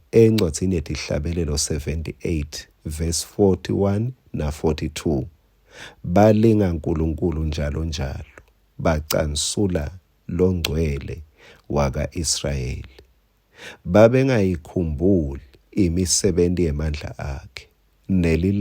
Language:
Swati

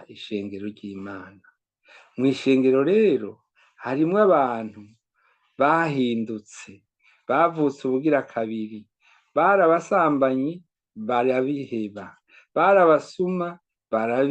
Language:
Rundi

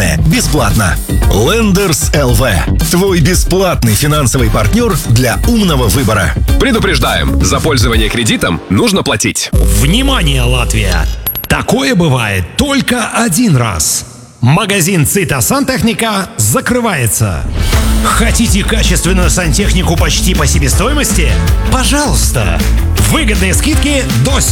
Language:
Russian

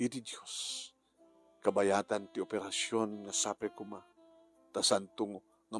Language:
Iloko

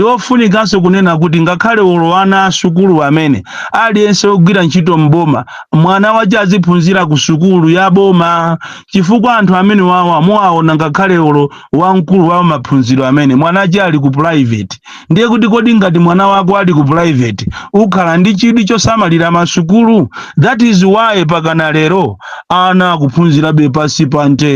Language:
Nyanja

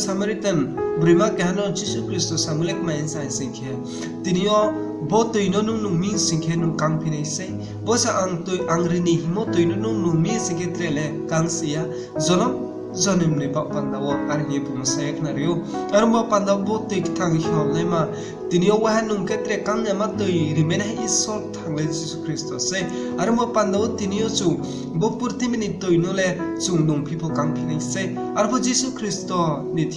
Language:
Riang (India)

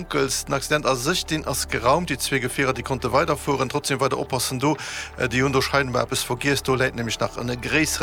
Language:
Luxembourgish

